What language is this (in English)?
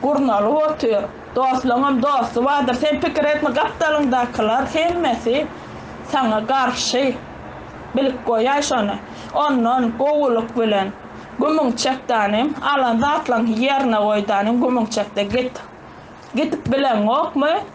Turkmen